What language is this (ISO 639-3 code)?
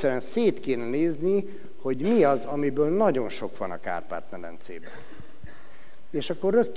hun